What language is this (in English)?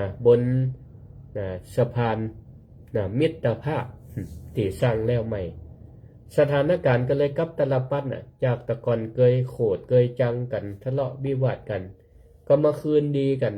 Northern Thai